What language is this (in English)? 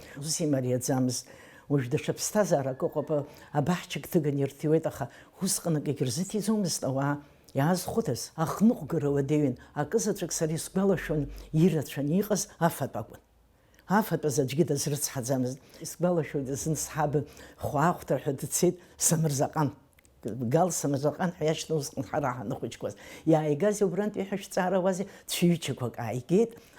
Abkhazian